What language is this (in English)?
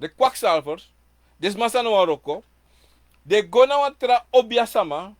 Sranan Tongo